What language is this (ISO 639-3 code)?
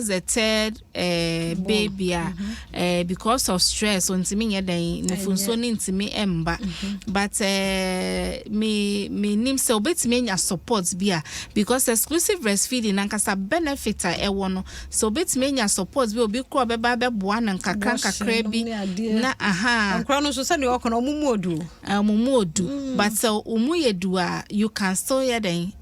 aka